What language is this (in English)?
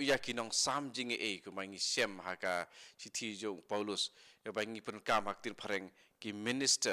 Khasi